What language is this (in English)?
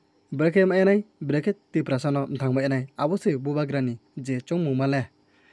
Riang (India)